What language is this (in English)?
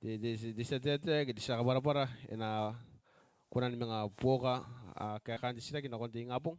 Gilbertese